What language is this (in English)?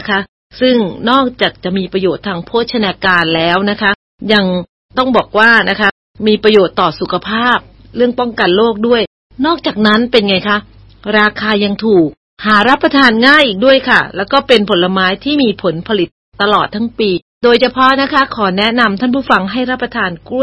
Thai